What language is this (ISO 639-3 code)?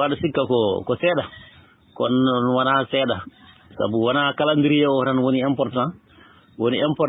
ful